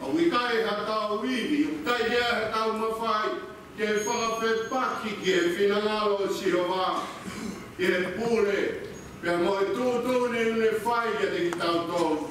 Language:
Tongan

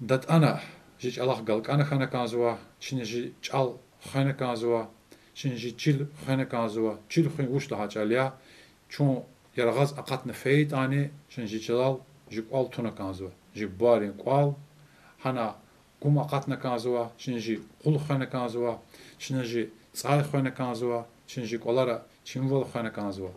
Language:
Lezghian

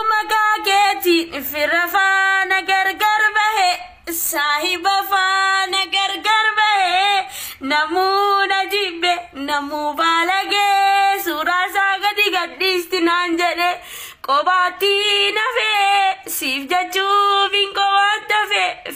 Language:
Oromo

